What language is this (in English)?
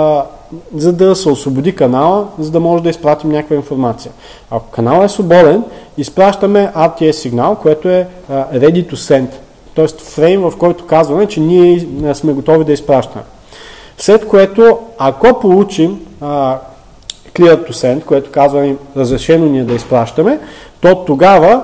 Bulgarian